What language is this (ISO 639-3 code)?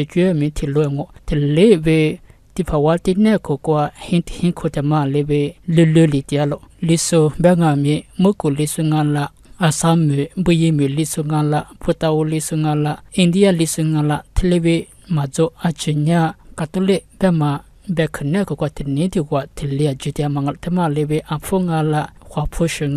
lis